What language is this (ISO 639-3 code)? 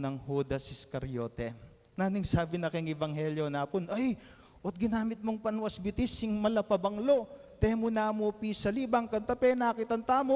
pam